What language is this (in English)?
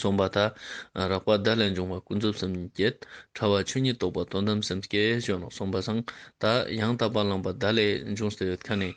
Ladakhi